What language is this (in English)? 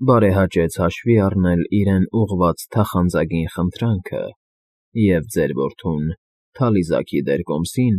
Armenian